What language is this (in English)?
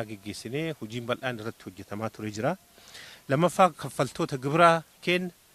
Oromo